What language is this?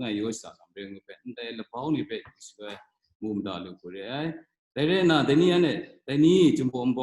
Kachin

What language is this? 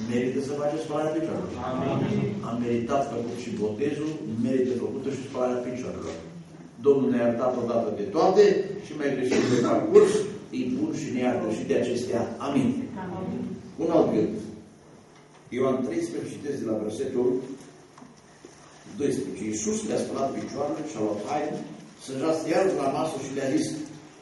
Romanian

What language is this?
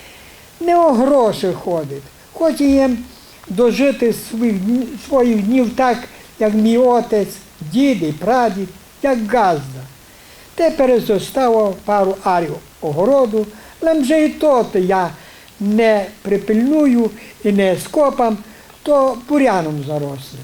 Rusyn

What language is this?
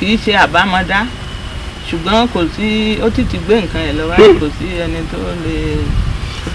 Yoruba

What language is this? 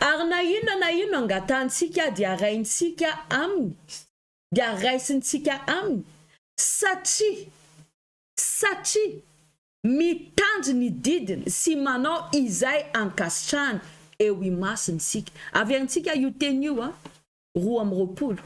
Malagasy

